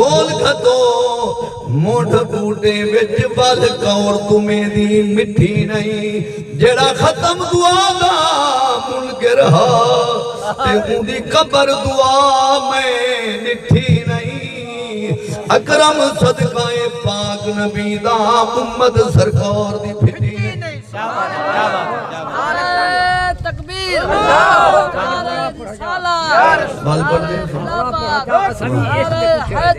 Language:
Saraiki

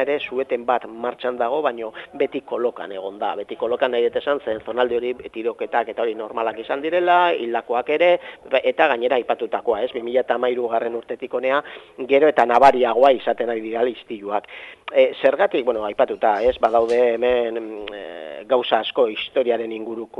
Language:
Basque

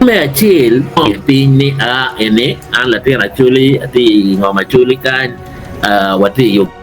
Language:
Acoli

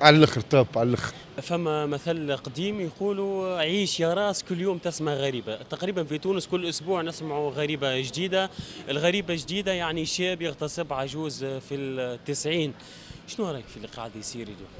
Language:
Tunisian Arabic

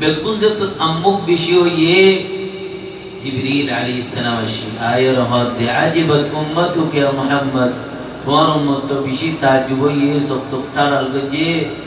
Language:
Rohingya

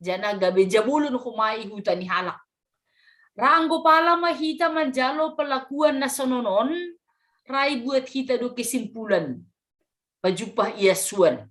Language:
Batak Simalungun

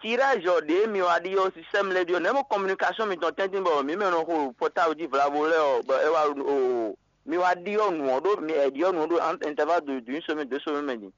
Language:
Fon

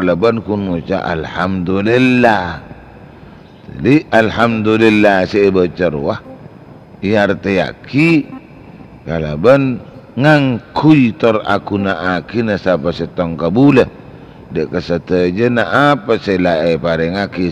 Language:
Madurese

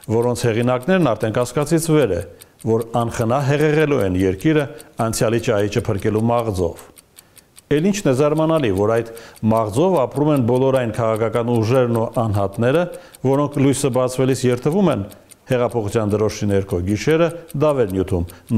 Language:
Armenian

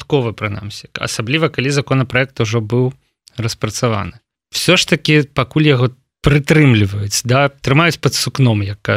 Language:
Belarusian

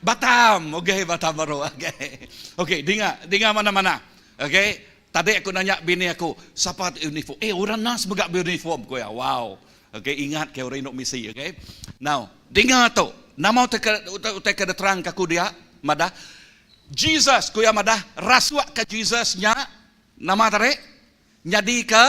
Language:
Iban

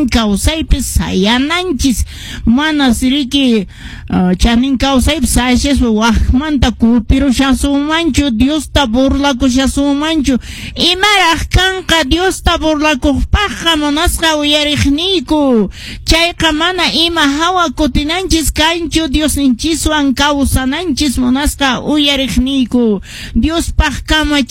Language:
Quechua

